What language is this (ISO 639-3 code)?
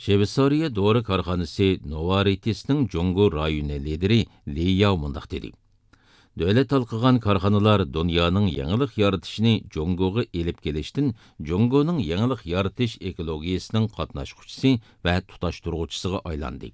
uig